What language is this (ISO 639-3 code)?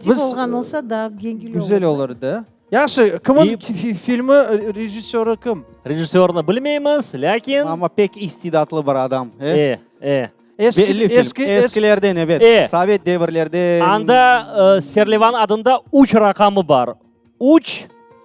crh